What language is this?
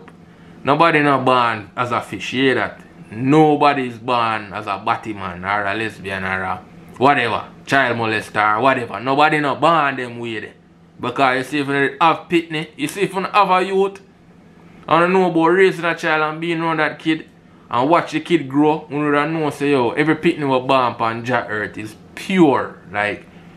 Jamaican Creole English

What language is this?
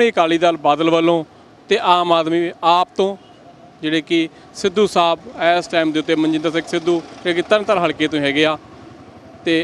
Punjabi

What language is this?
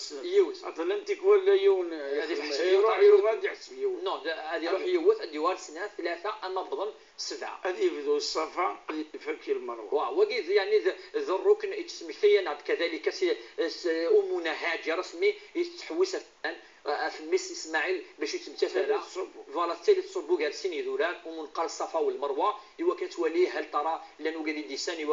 Kabyle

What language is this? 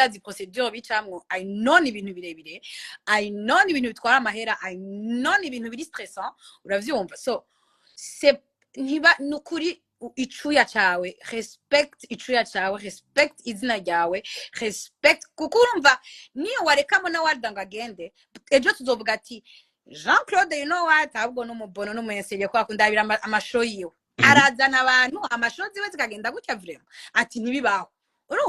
Rundi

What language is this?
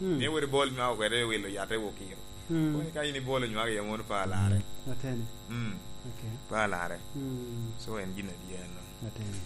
Lango (Uganda)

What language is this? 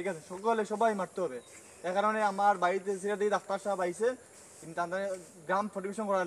Sylheti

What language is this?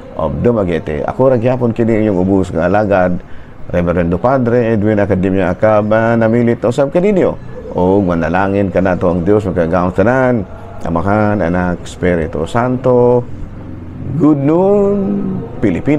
Cebuano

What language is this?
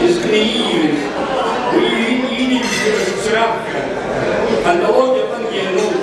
Abkhazian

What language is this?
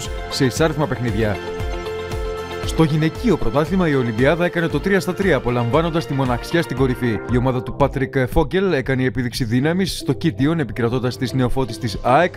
Greek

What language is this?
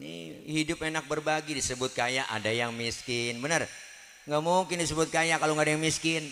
Betawi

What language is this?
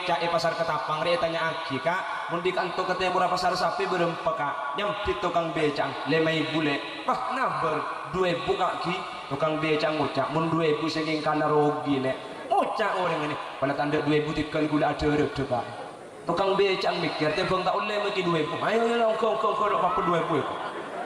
Madurese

